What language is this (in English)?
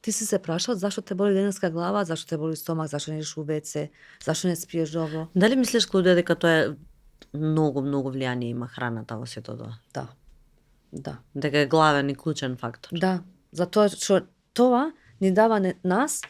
Macedonian